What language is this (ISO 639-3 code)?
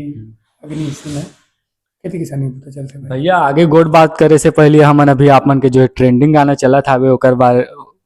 hne